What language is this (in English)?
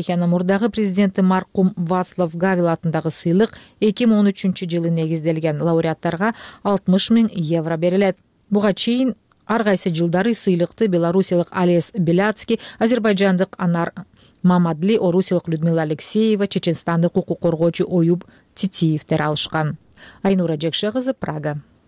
Kyrgyz